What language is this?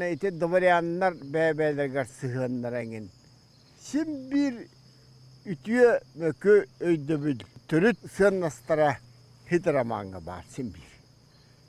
Yakut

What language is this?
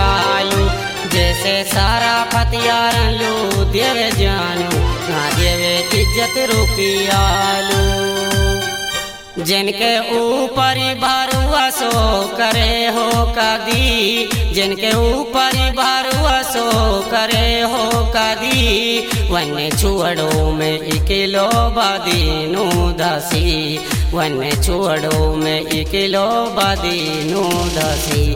Haryanvi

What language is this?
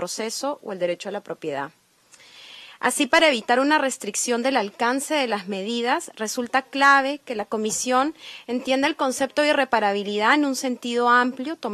Spanish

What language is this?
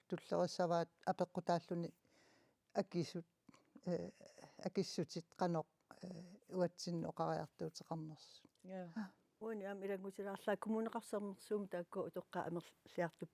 Kalaallisut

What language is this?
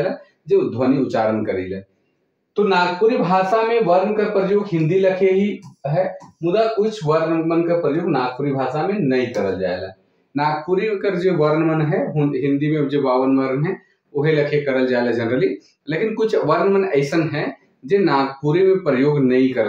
Sadri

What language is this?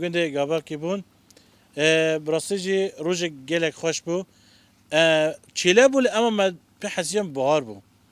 Kurdish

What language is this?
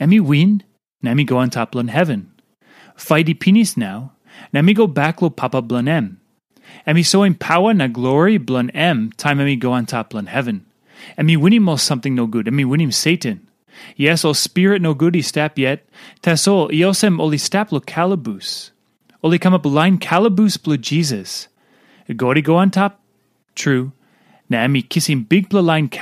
Tok Pisin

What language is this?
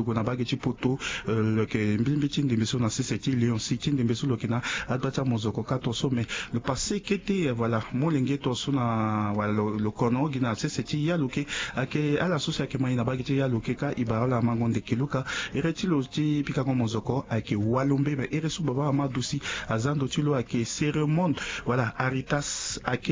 Sango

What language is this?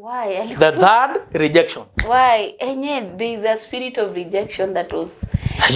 Masai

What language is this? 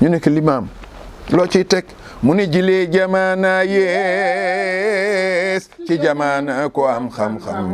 Wolof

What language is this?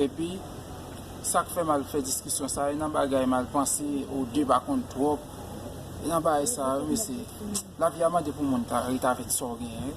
Haitian Creole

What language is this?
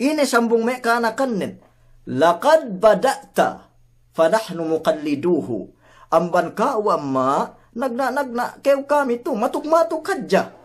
Yakan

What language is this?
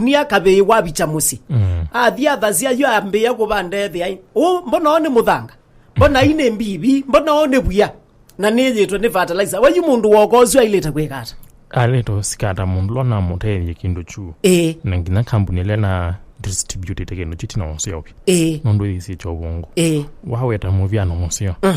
Kamba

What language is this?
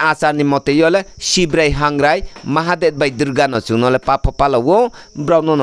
Riang (India)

